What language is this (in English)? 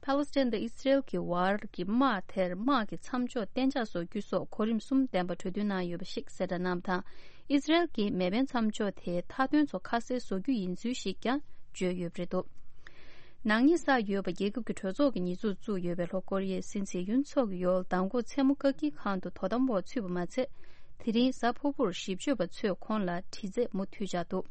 Tibetan